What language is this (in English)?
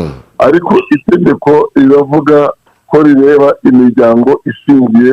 Kinyarwanda